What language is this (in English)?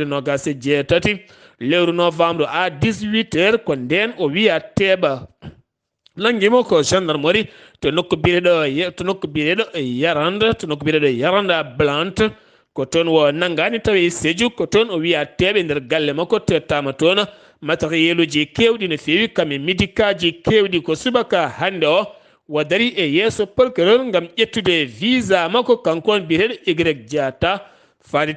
Fula